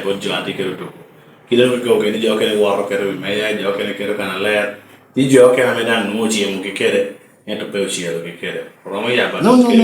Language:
Lango (Uganda)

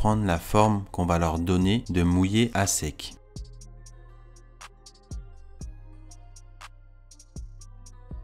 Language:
French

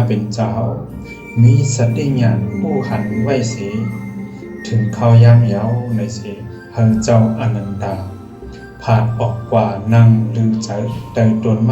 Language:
Shan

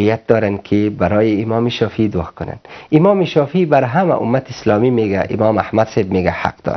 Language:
Persian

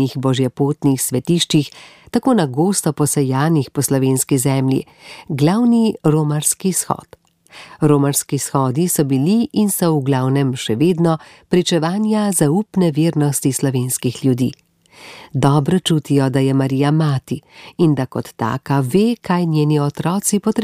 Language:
Slovenian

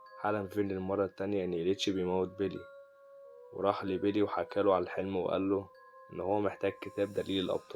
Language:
Egyptian Arabic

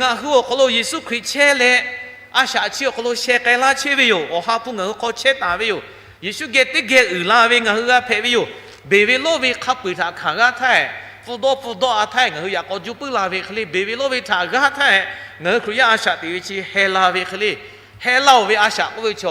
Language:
Lahu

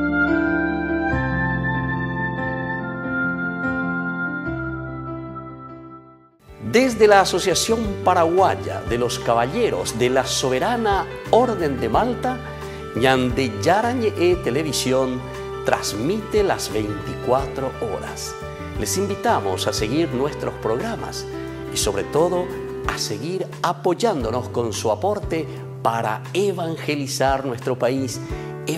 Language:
Spanish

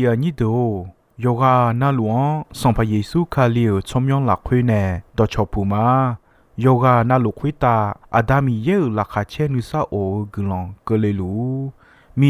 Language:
Akha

